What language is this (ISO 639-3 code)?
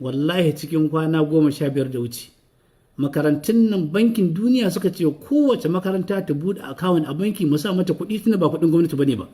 hau